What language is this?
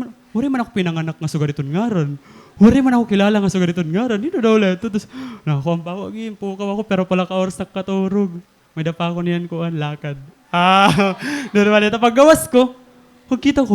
Waray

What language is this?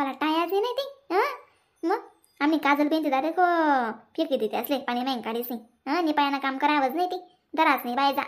Khandesi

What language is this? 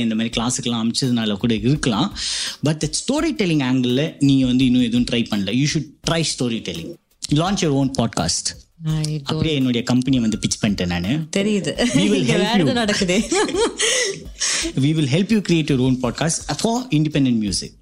Tamil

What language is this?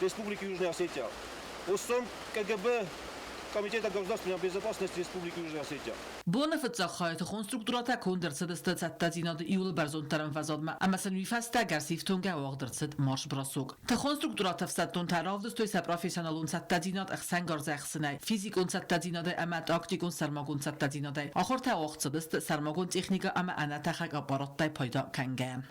Ossetic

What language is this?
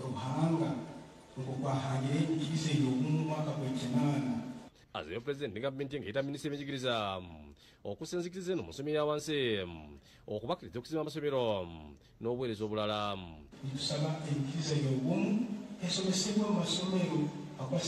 Ganda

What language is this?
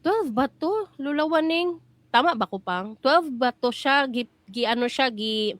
Cebuano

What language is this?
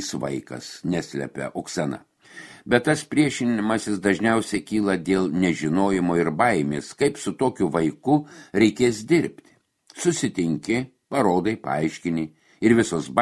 Lithuanian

